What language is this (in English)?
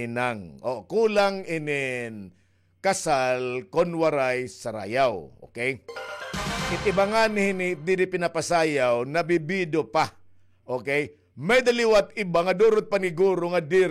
Waray